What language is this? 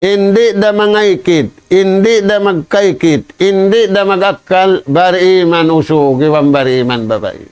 Tausug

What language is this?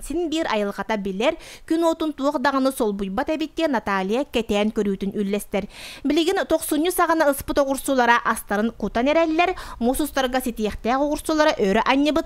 Yakut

